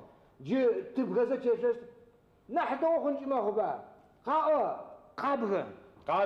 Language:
Adyghe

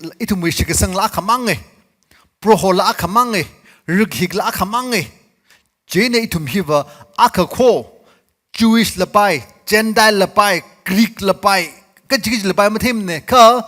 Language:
Tangkhul Naga (India)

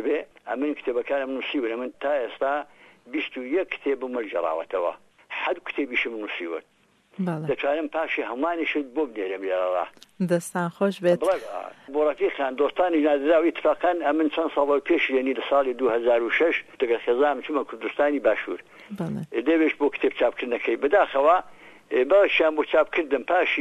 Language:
Central Kurdish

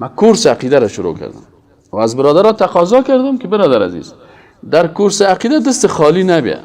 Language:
Persian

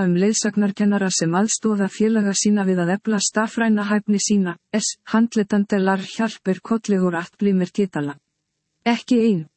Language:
Icelandic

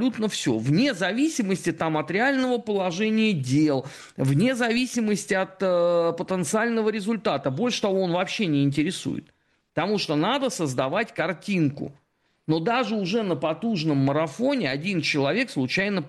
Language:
Russian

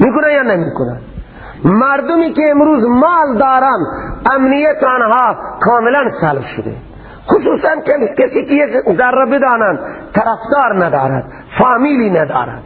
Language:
Persian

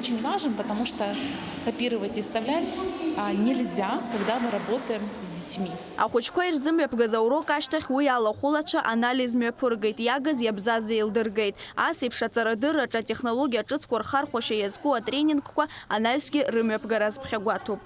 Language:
Abkhazian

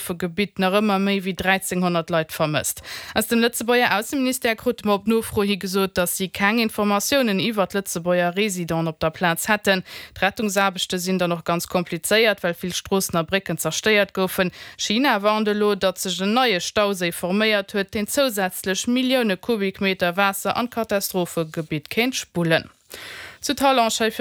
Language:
Luxembourgish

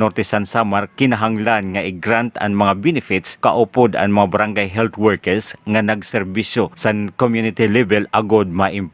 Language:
Waray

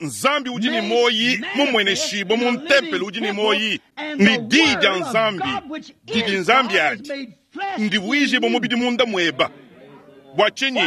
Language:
Luba-Lulua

